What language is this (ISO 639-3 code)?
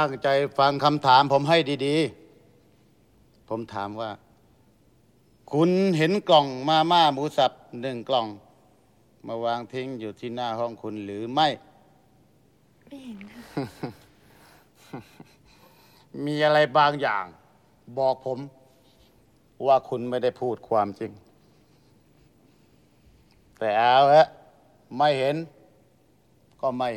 tha